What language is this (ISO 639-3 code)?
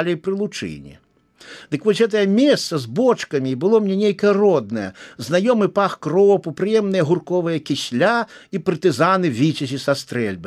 bel